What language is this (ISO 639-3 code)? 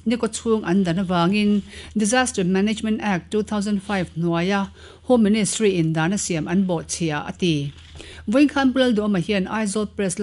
lus